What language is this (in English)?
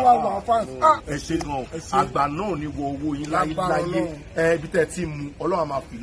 Yoruba